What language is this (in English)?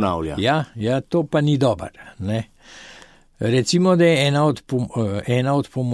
Slovenian